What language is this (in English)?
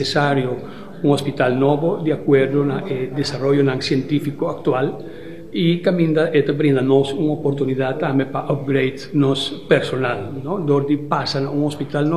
Papiamento